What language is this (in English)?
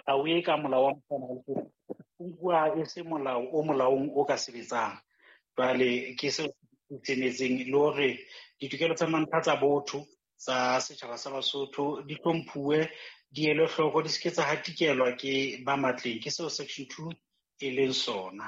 Southern Sotho